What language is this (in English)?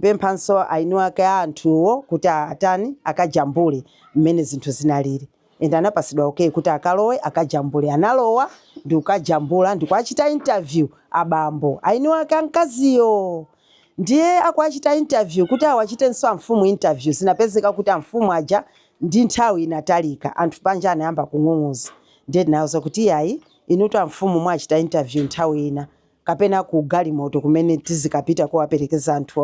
Nyanja